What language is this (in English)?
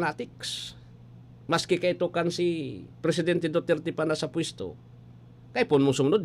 Bikol